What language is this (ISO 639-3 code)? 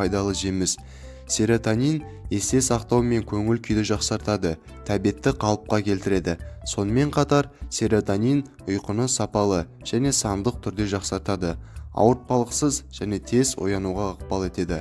kaz